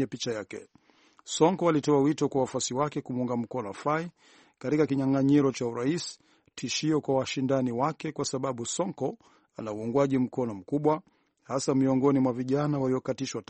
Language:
Swahili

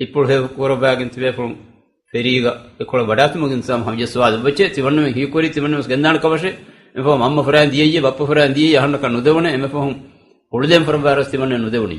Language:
Divehi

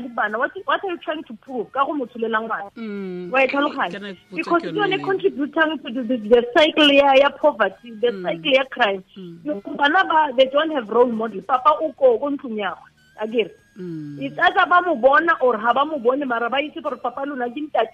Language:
Tswana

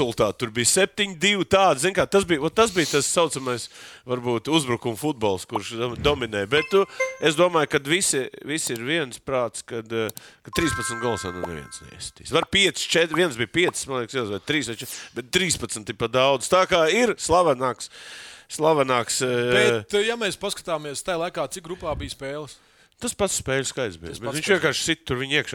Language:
Latvian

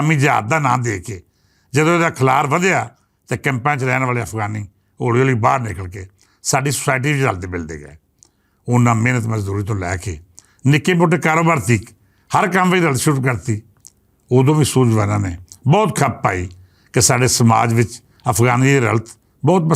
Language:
Western Panjabi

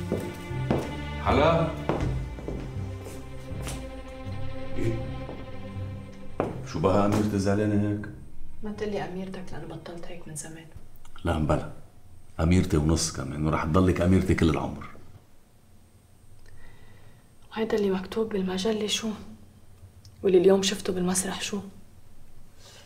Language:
North Levantine Arabic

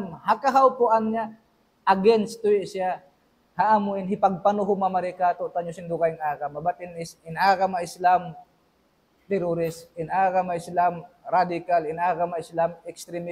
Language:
Tausug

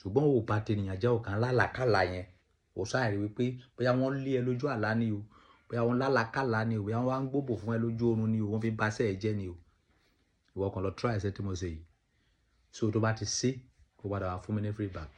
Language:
Yoruba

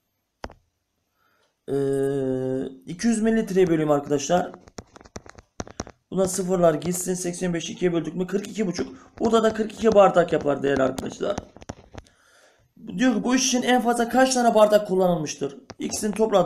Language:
Turkish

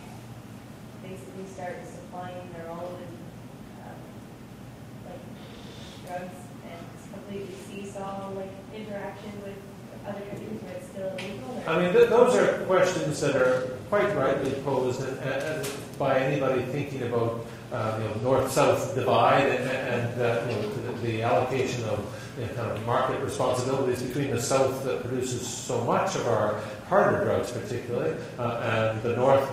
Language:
English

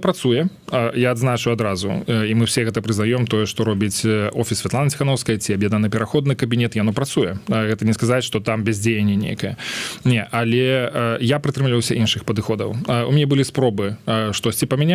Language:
Belarusian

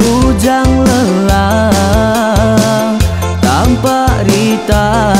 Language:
Iban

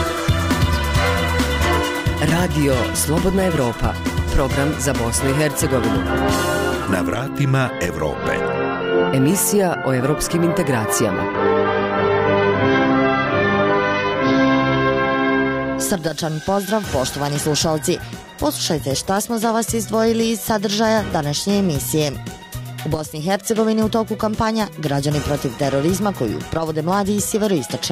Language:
Bosnian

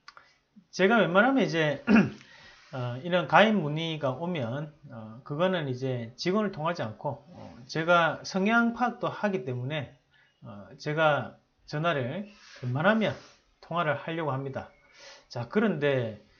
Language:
Korean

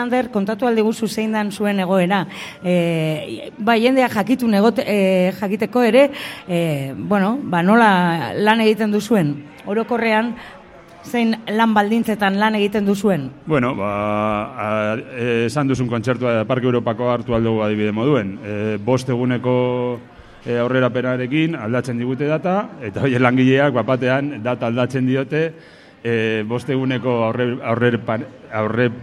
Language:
Basque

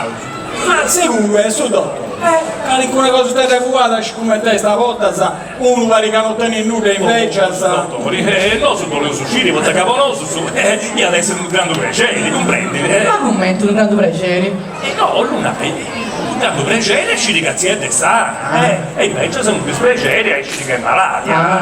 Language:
Sardinian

